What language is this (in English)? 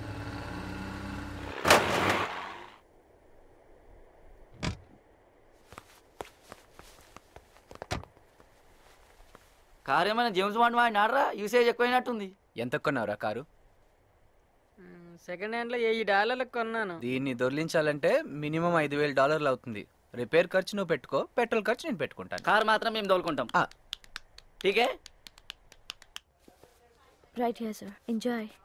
Telugu